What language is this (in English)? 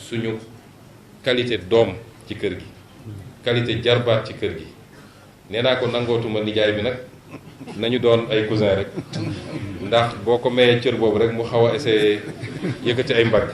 Wolof